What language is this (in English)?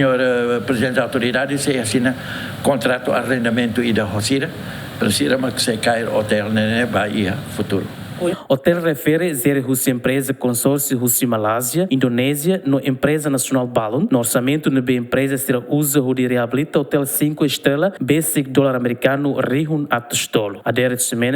Tetum